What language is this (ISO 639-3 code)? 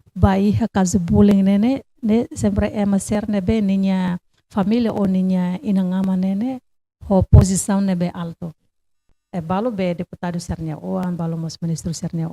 tet